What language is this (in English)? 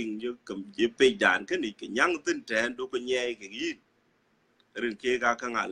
Dinka